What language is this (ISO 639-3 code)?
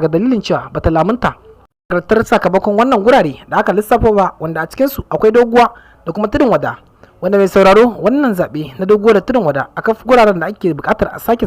hau